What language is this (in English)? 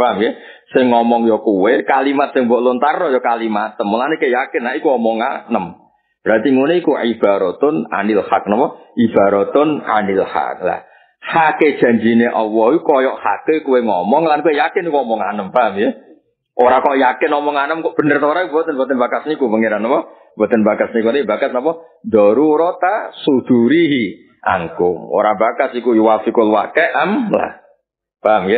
Javanese